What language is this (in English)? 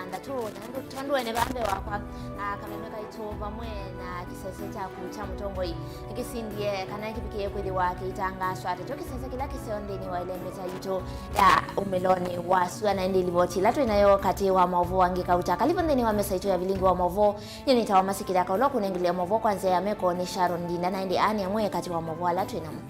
Kamba